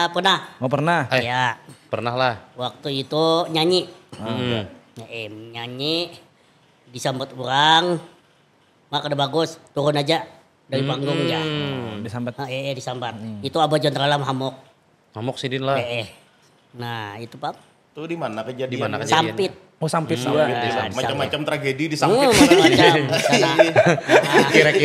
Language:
Banjar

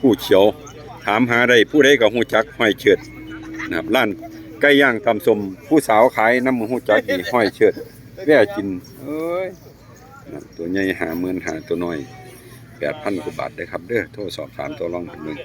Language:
Northeastern Thai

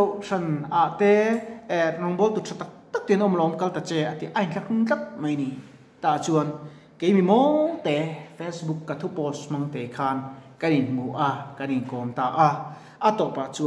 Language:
Mizo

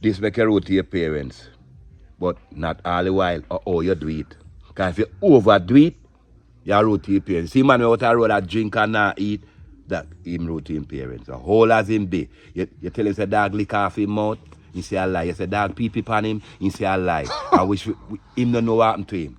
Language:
Jamaican Creole English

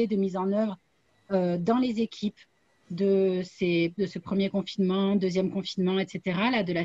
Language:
French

